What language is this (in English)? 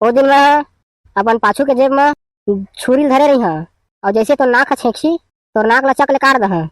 Chhattisgarhi